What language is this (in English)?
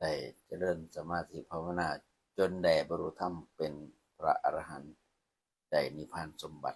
Lao